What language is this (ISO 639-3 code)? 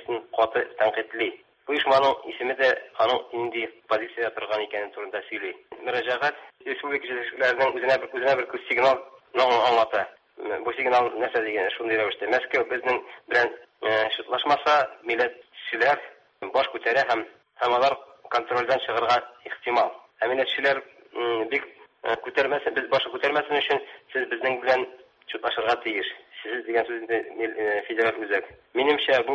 tat